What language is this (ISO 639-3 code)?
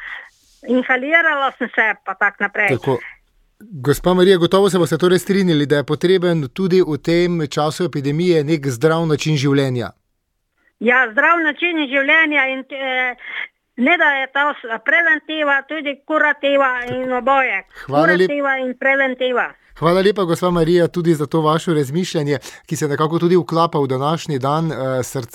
slv